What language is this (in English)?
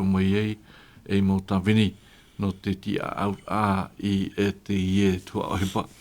Tahitian